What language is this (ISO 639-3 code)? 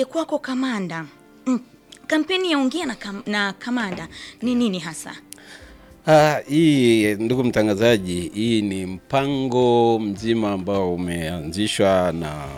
swa